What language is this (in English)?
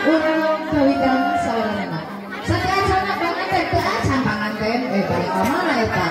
Sundanese